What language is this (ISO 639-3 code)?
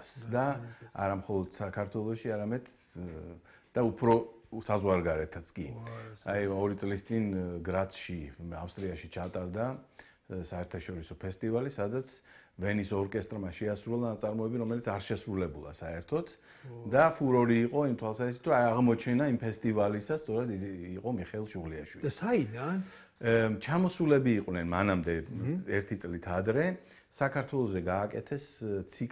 kat